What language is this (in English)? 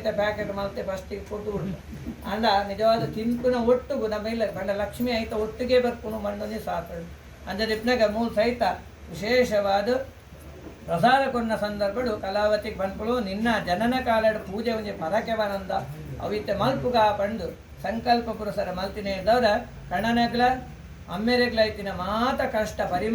Tulu